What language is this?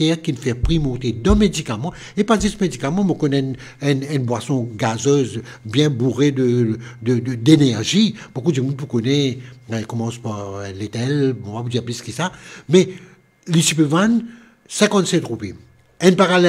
Morisyen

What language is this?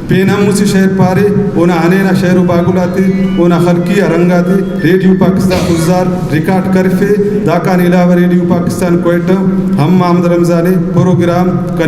Brahui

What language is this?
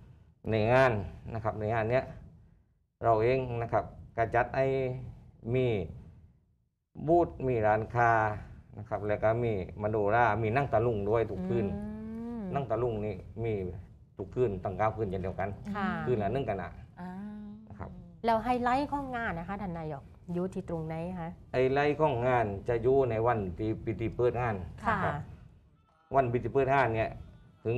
Thai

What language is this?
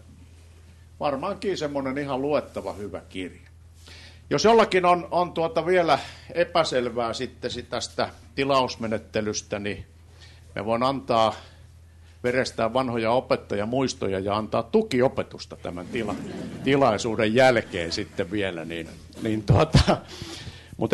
Finnish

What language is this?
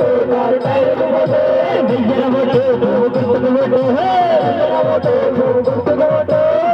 Telugu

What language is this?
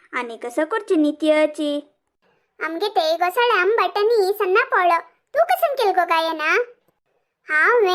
Konkani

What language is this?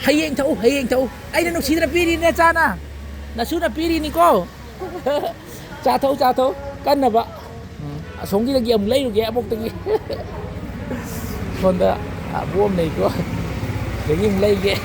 Manipuri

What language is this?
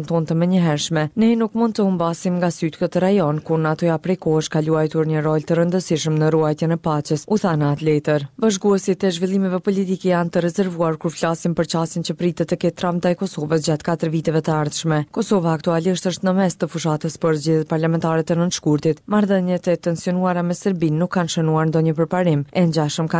Albanian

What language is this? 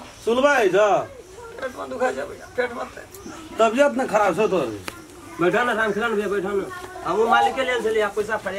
Maithili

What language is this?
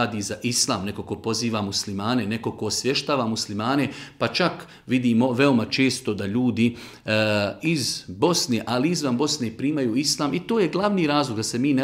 Bosnian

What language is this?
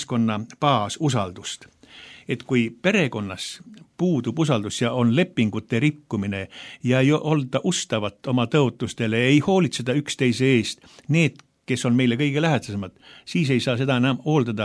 Estonian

